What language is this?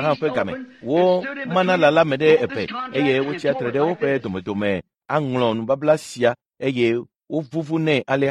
Ewe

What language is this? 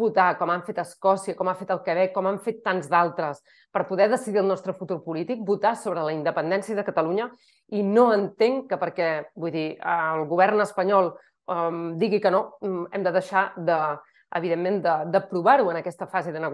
Catalan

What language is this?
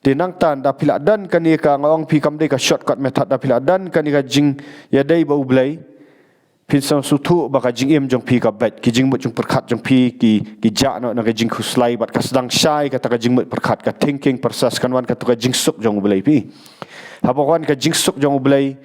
Khasi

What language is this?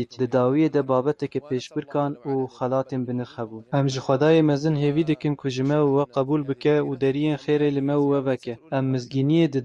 Kurdish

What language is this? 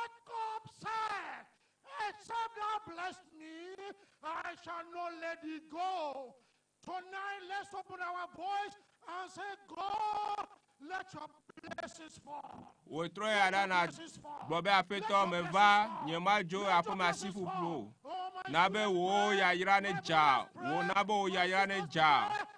Ewe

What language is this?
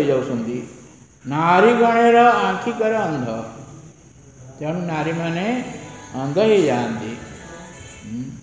Odia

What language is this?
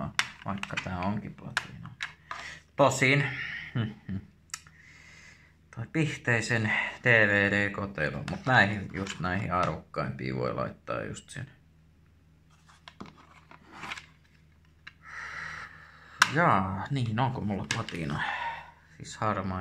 Finnish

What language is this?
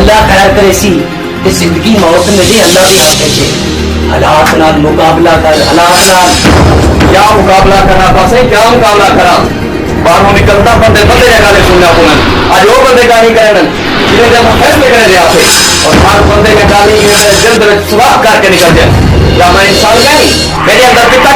Saraiki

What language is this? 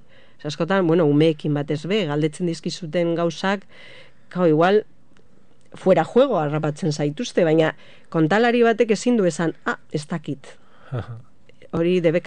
Basque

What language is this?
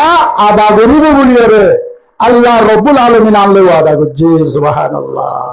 Rohingya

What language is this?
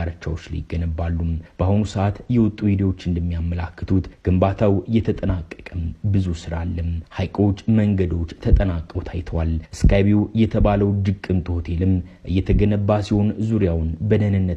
Amharic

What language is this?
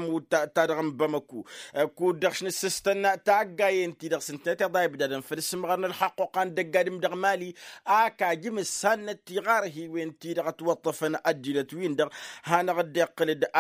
Tamasheq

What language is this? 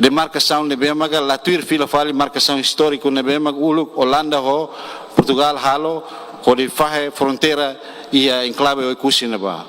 Tetum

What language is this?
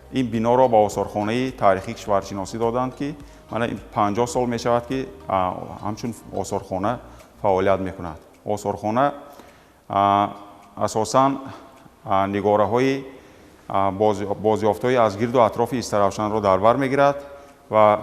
Tajik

